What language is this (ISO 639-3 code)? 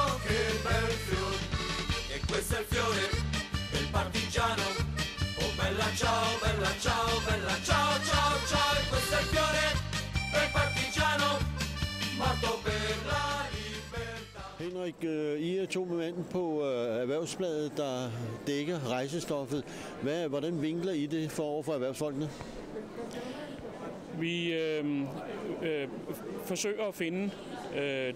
dan